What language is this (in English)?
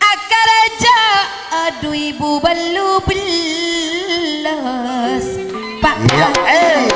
Madurese